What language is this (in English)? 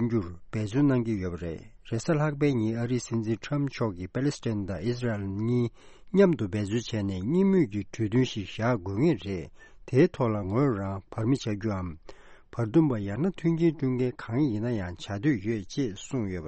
Tibetan